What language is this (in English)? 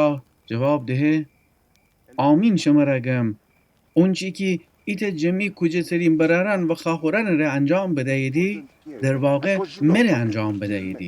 Gilaki